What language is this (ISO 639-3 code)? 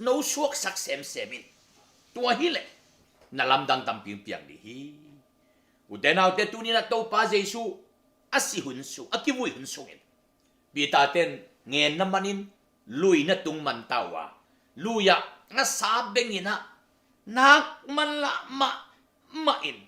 ctd